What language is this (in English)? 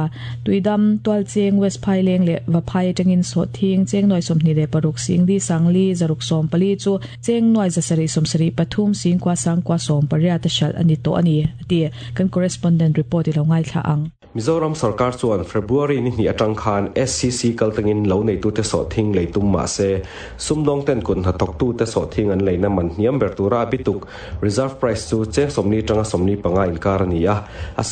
Mizo